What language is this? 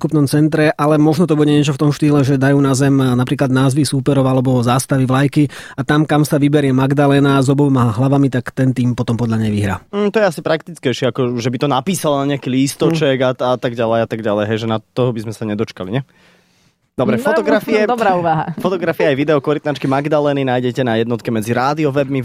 Slovak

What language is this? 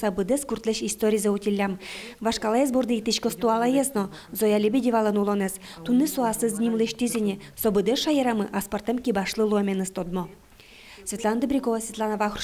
Udmurt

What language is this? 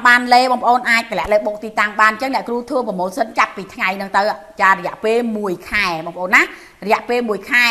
Khmer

